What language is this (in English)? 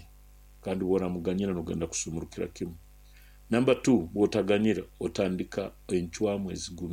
Nyoro